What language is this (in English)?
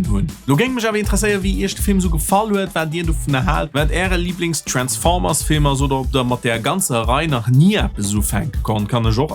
Luxembourgish